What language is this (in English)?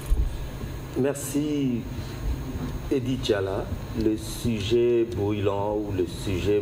French